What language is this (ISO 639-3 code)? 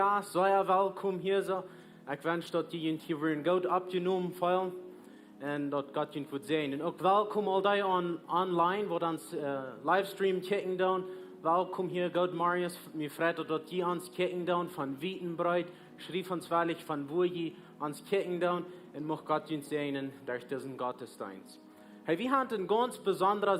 pdt